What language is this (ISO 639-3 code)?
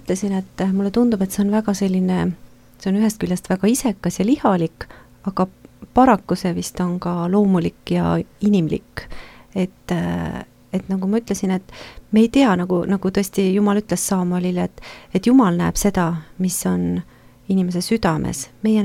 est